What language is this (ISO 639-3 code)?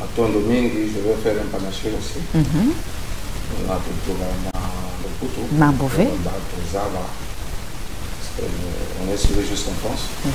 mkw